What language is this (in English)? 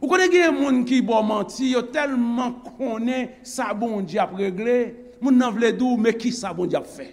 Haitian Creole